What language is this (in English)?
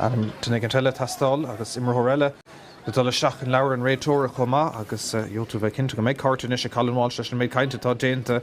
Irish